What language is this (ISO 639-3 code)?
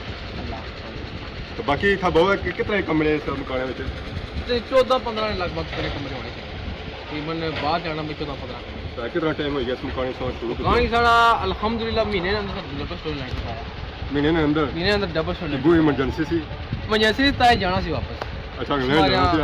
phr